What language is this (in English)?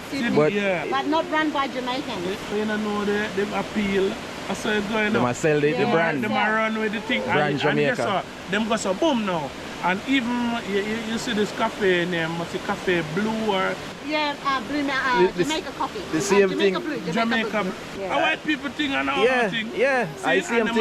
Jamaican Creole English